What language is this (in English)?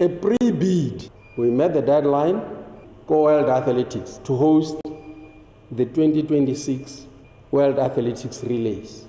Tswana